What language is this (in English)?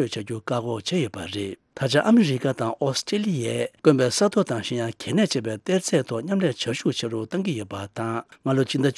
Tibetan